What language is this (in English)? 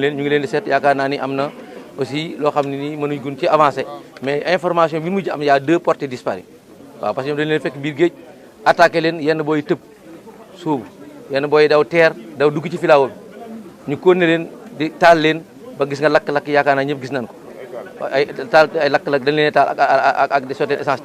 Wolof